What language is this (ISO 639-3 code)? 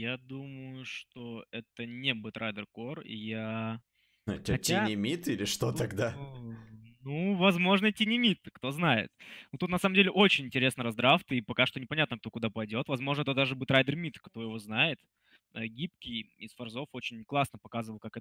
rus